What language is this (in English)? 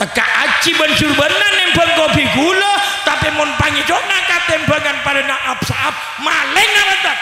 Madurese